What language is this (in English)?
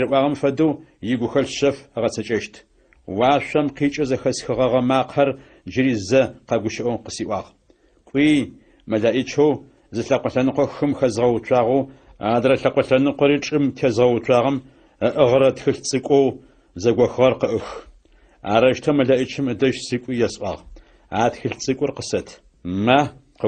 Adyghe